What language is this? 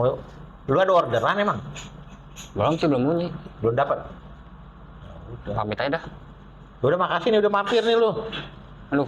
Betawi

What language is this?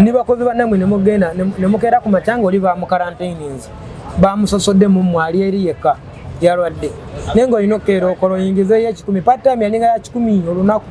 Ganda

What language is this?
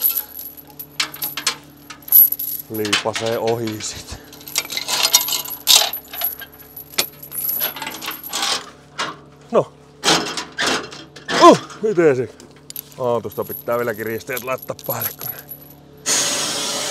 Finnish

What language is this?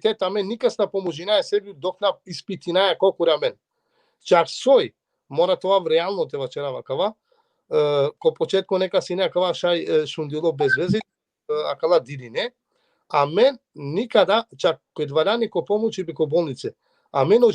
Balkan Romani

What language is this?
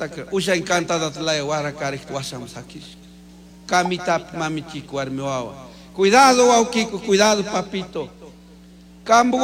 Chimborazo Highland Quichua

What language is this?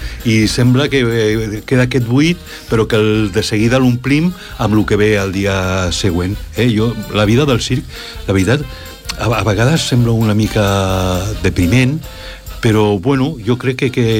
Catalan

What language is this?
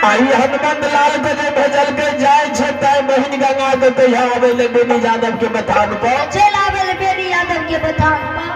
Maithili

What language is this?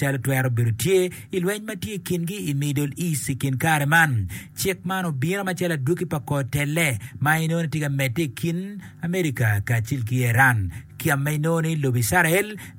Acoli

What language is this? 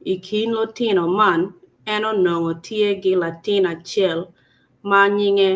Acoli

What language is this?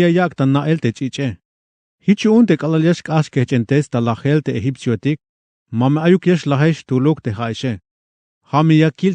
Tzeltal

